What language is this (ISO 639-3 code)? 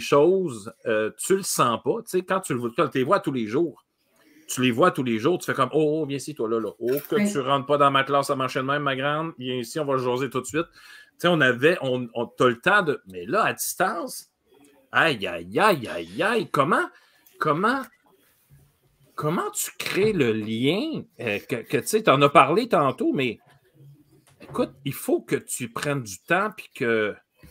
fra